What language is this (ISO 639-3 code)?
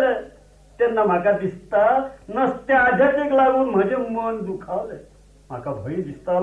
kok